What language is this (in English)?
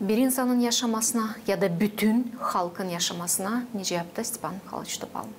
Gagauz